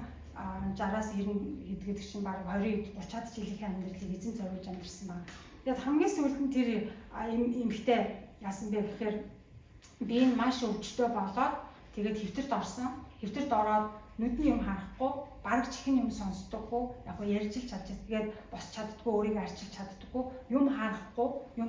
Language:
Mongolian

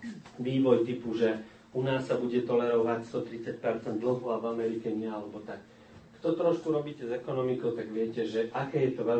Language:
Slovak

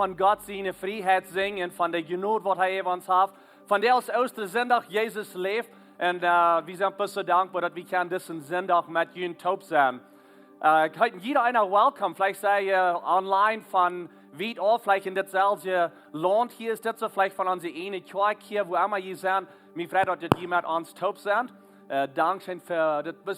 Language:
Plautdietsch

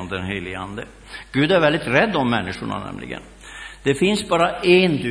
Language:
Swedish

